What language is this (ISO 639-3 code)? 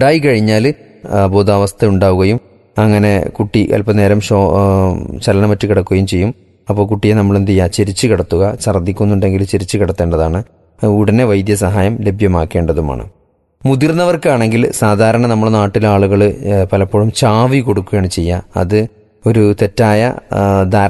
mal